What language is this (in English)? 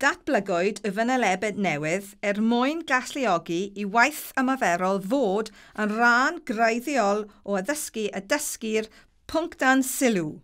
Welsh